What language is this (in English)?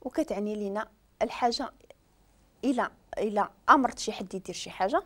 Moroccan Arabic